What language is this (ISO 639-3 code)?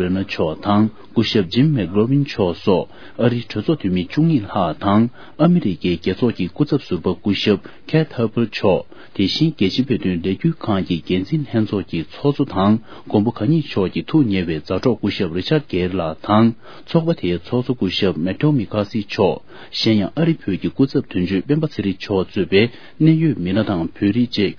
bod